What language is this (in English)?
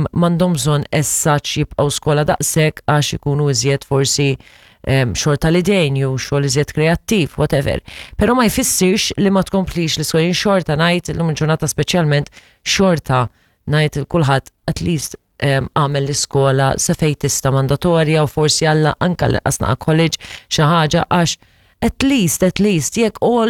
Maltese